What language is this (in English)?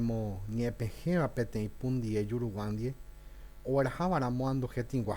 Guarani